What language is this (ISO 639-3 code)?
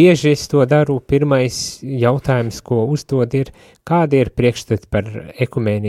lav